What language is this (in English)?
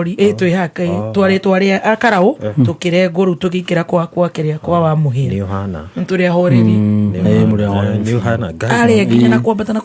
Kikuyu